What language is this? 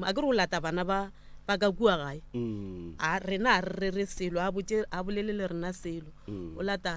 Northern Sotho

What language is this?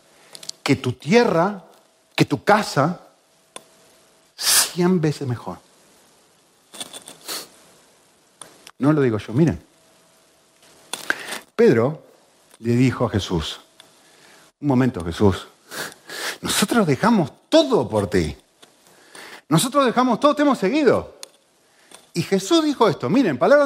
Spanish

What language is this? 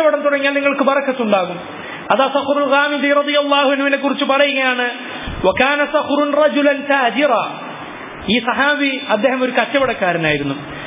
Malayalam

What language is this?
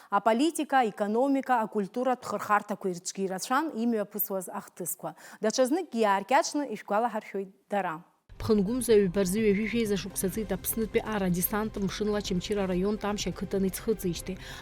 Abkhazian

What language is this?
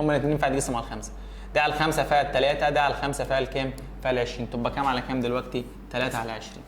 Egyptian Arabic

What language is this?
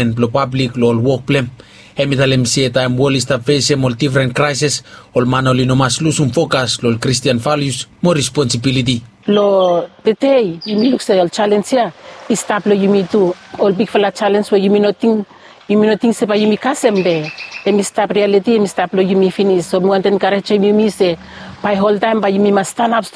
Bislama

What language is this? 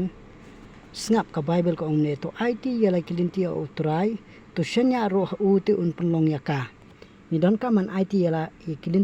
Khasi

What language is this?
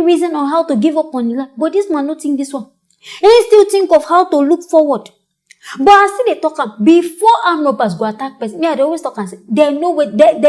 Nigerian Pidgin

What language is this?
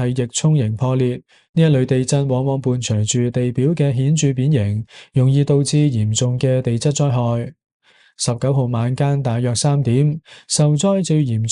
Cantonese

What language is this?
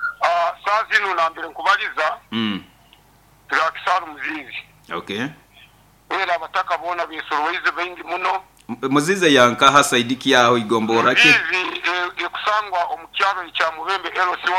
Nyoro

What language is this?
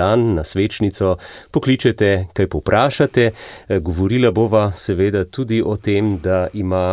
Slovenian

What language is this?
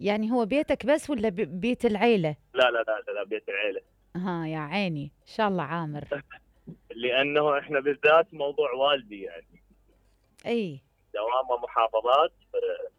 Mesopotamian Arabic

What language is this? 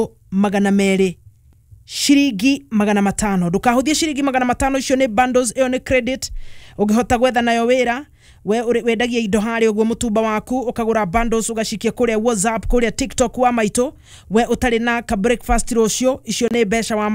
Kikuyu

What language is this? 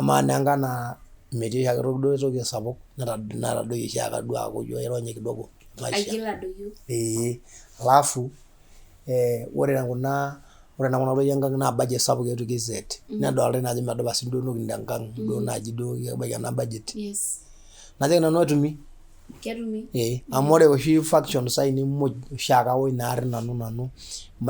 Masai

